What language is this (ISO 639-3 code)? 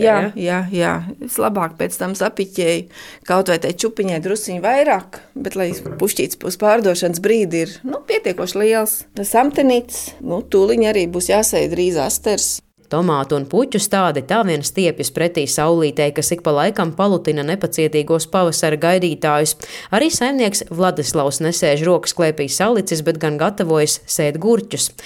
lav